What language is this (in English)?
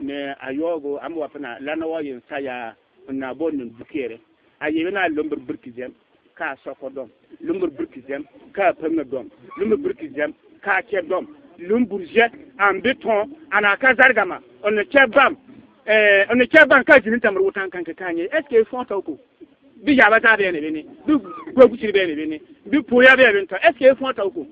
Bissa